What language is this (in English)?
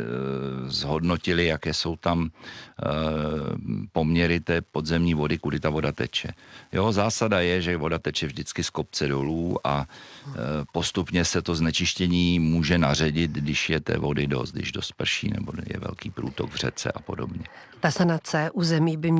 Czech